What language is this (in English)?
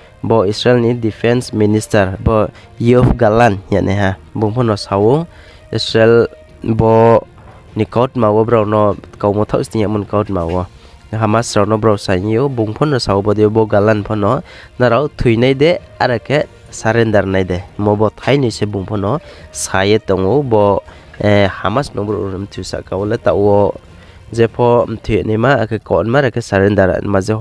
Riang (India)